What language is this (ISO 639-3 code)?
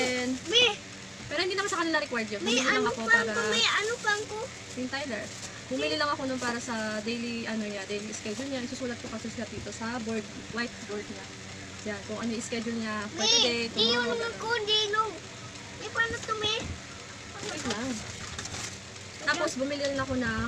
fil